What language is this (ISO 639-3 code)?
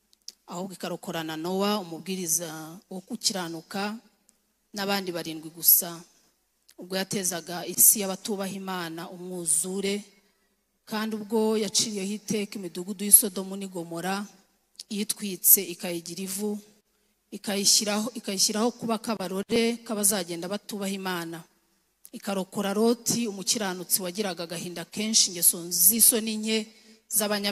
kin